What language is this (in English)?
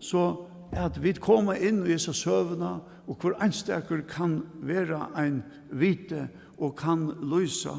Faroese